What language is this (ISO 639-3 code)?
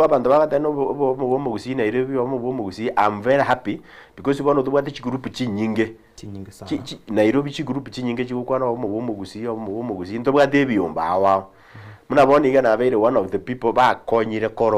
guz